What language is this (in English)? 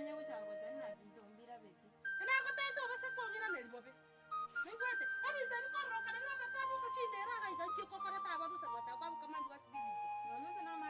Gusii